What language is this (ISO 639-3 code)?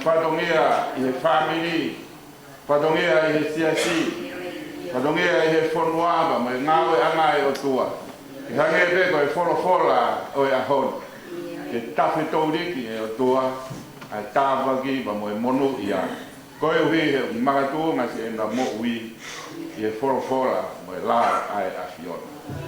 ton